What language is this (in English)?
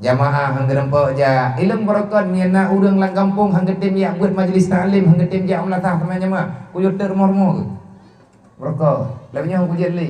Achinese